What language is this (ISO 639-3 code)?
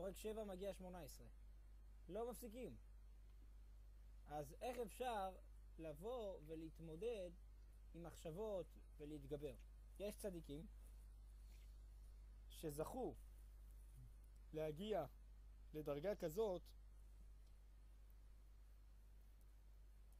heb